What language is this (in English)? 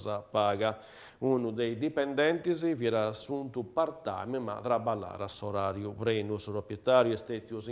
Sardinian